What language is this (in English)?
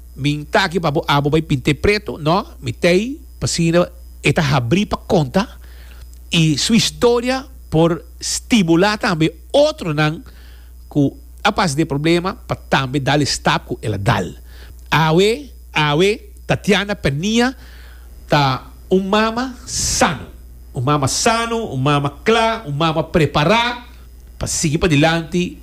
Papiamento